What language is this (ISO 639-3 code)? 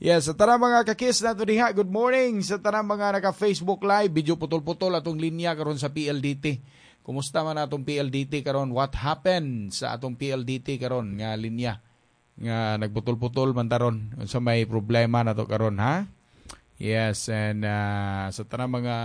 ceb